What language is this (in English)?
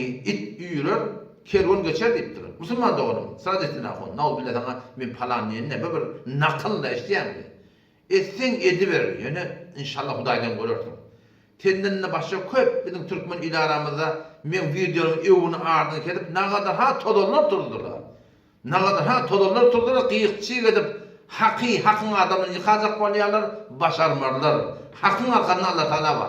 Turkmen